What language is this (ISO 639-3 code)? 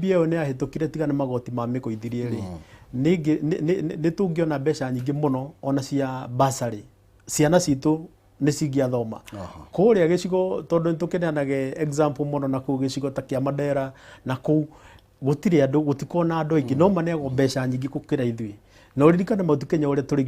kik